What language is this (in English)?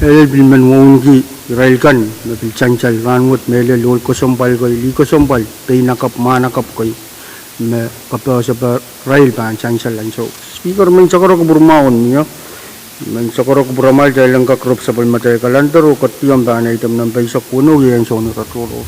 Pohnpeian